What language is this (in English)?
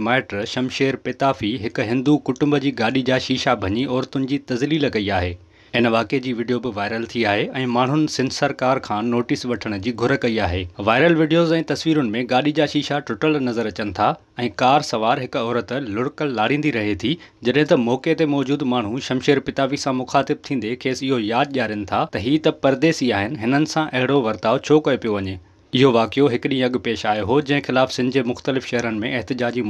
Sindhi